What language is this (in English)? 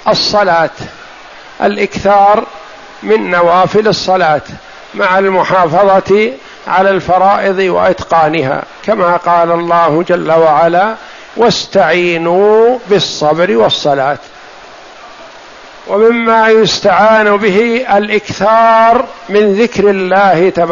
Arabic